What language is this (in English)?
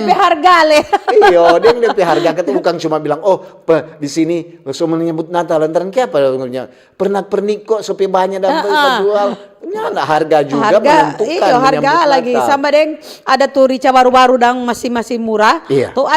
Manado Malay